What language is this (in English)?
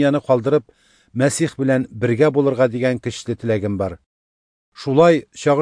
Tatar